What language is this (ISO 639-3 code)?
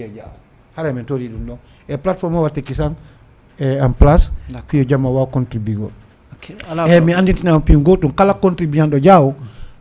ful